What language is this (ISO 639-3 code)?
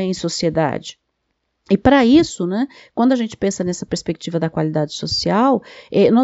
por